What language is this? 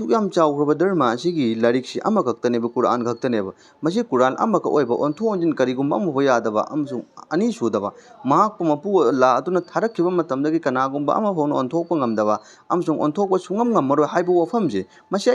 Manipuri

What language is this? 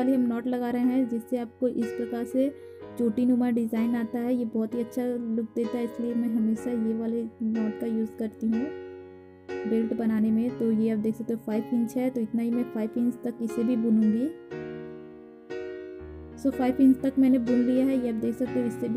Hindi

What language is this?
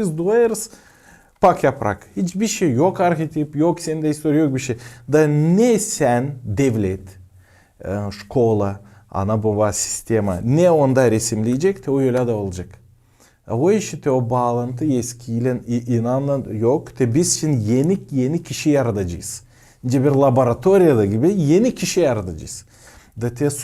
Gagauz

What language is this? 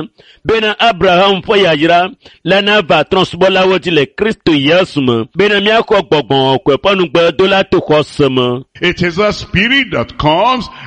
Ewe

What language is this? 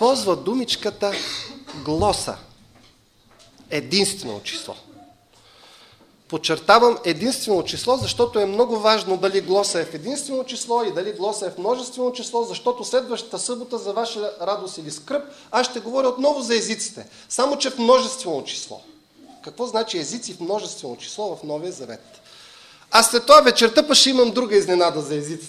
Bulgarian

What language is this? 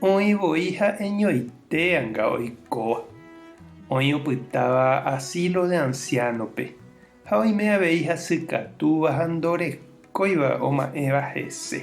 Guarani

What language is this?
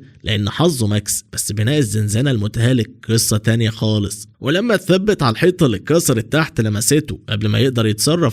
Egyptian Arabic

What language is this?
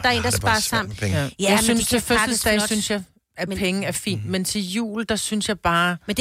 Danish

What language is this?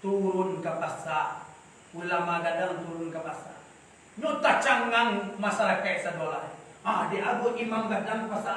Minangkabau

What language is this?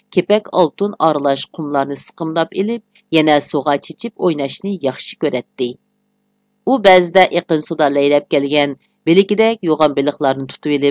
Uyghur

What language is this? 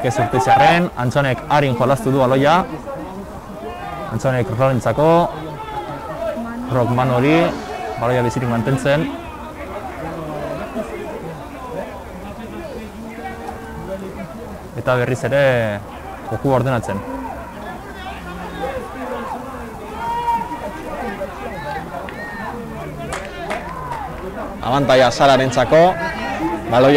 Basque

